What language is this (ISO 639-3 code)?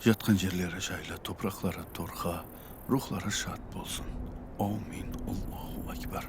kaa